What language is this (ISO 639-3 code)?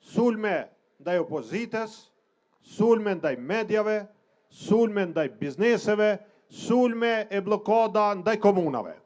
sqi